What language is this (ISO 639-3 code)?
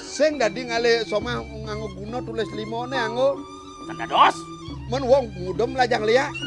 ban